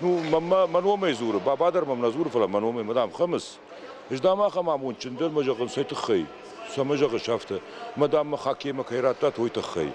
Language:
Ossetic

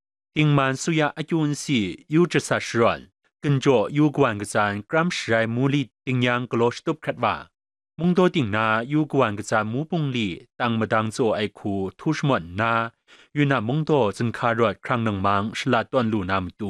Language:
Kachin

